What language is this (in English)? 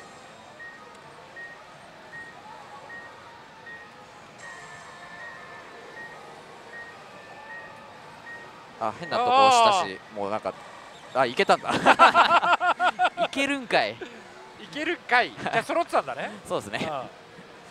Japanese